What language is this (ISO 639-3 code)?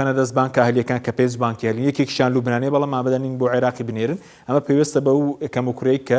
ckb